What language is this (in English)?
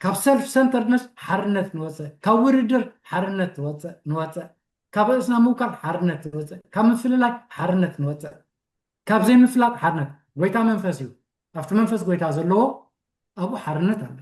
Tigrinya